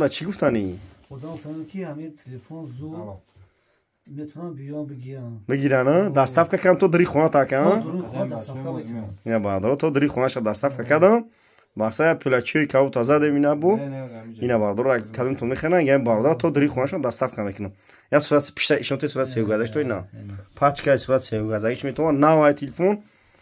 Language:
Tajik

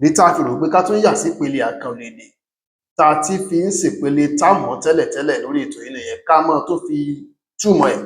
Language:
Yoruba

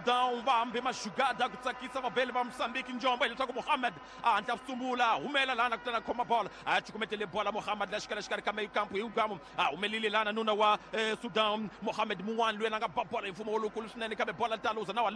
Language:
Tsonga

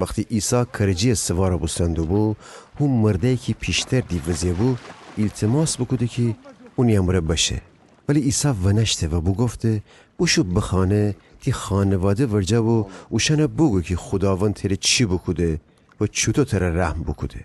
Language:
Gilaki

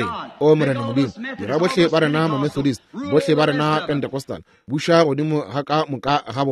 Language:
Northern Sotho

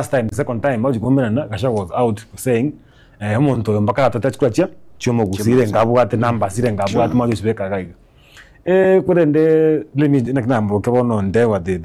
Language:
Gusii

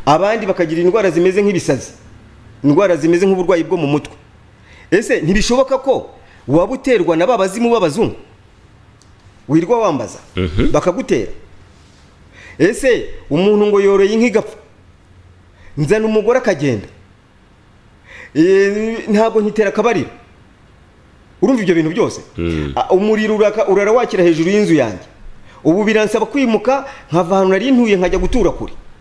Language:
Kinyarwanda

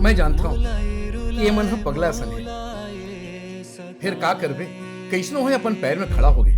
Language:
Chhattisgarhi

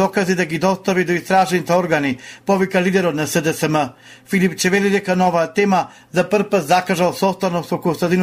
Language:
Macedonian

